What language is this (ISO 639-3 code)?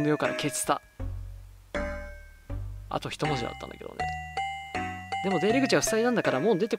jpn